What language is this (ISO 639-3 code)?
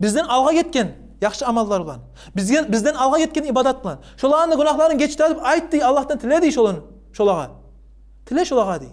kum